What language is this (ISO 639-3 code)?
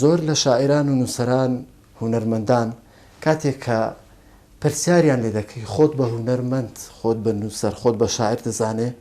ckb